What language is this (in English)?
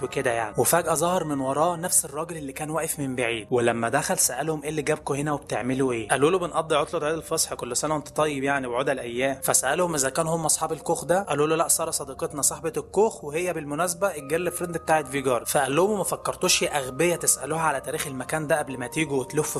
Egyptian Arabic